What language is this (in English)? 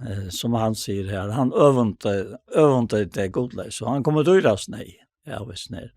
Faroese